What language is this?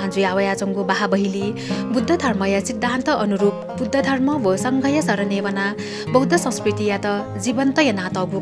Newari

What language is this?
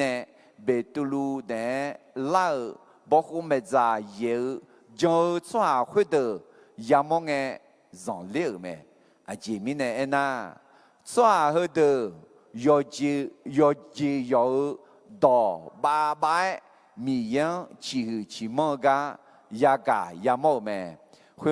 Akha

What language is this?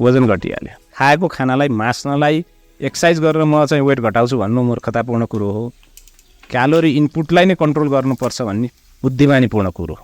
Nepali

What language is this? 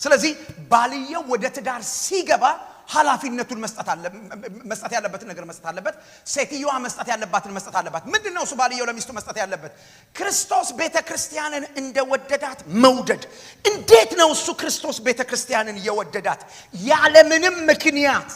Amharic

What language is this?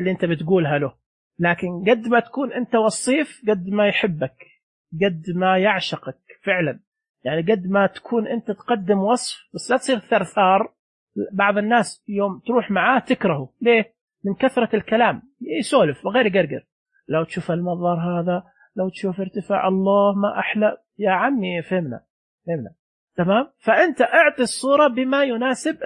Najdi Arabic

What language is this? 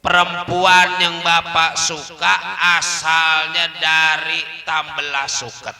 Betawi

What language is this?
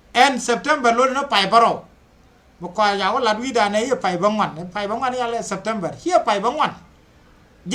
Nuer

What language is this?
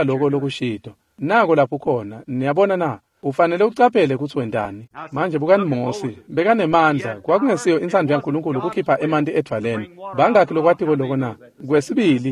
Swati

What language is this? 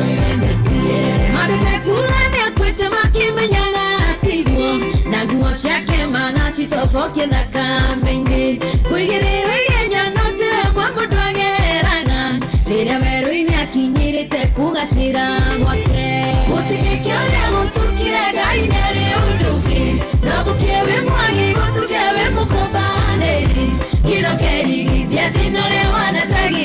Kikuyu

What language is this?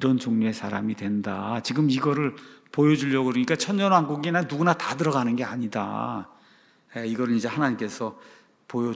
Korean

